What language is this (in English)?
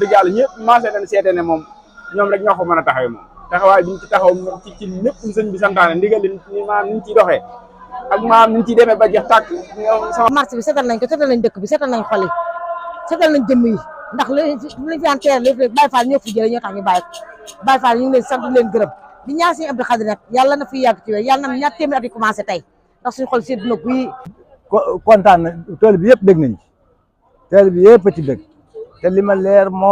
Wolof